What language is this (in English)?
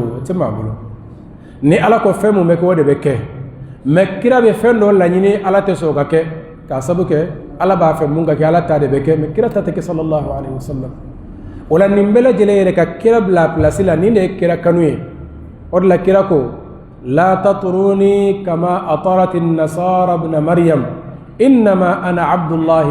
Bambara